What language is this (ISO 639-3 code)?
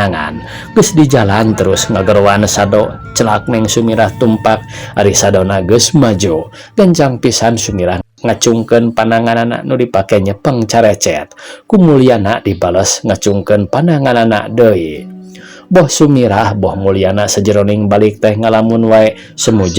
sun